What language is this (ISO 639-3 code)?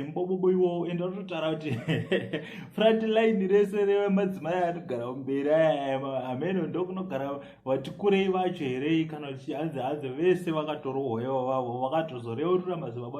sna